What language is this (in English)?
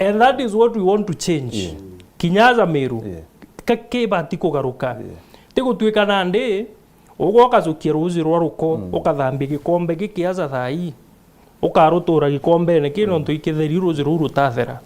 Meru